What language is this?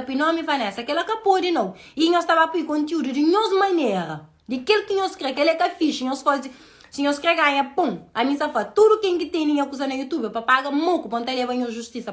Kabuverdianu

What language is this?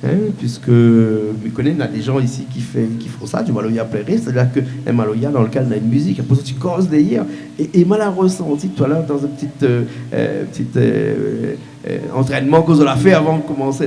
Réunion Creole French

